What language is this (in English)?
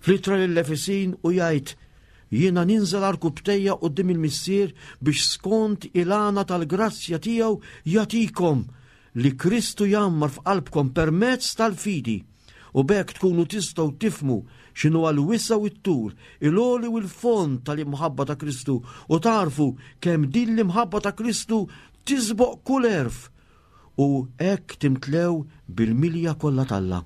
Maltese